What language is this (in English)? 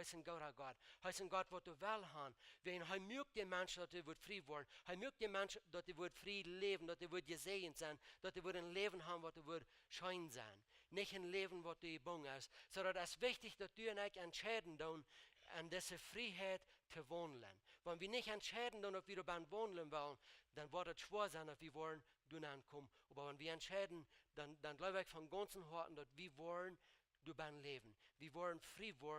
Plautdietsch